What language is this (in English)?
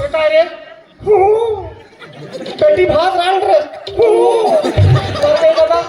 Chhattisgarhi